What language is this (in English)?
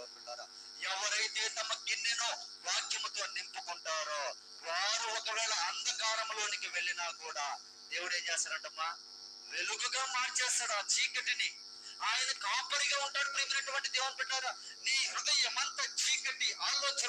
Telugu